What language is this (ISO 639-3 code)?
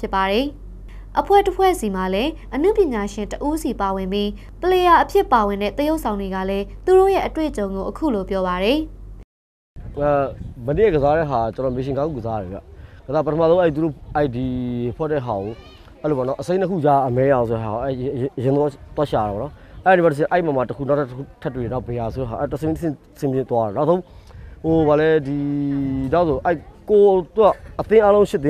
mya